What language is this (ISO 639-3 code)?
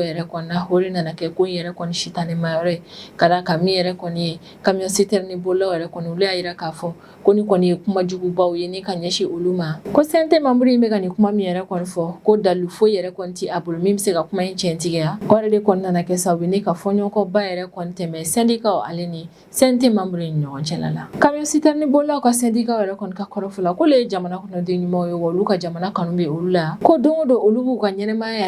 bam